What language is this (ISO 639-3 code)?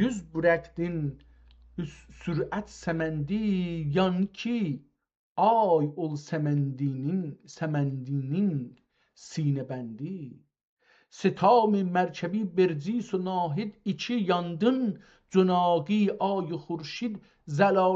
azb